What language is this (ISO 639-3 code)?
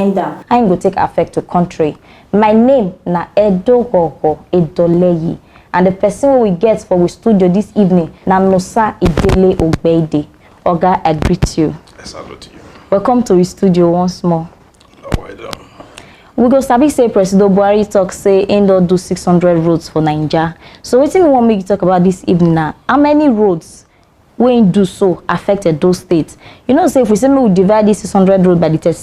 pcm